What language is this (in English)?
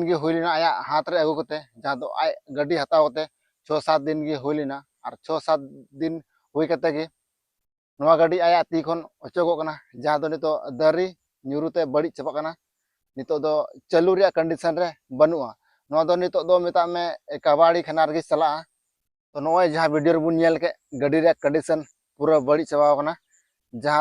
Santali